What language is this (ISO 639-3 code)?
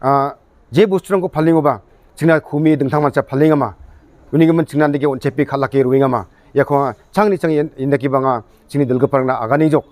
grt